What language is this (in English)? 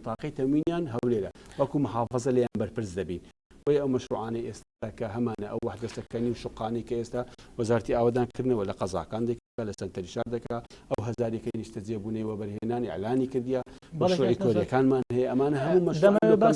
Central Kurdish